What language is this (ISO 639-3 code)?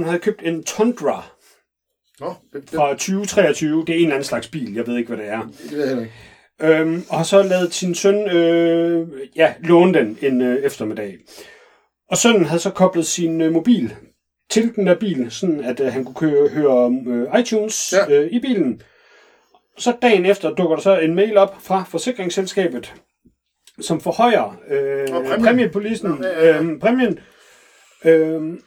dan